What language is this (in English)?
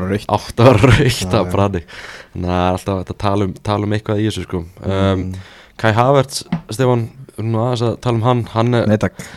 Icelandic